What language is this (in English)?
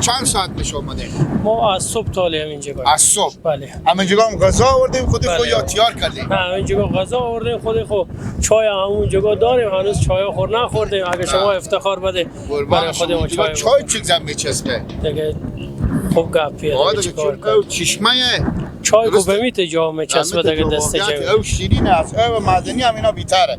Persian